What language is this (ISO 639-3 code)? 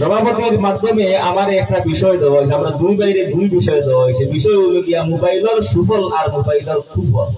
syl